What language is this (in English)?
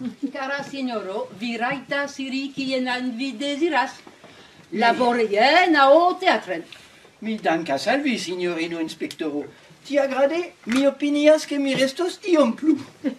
Esperanto